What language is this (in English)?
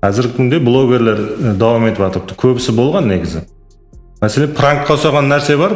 Kara-Kalpak